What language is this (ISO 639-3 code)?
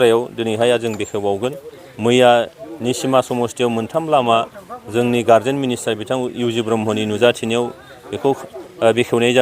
brx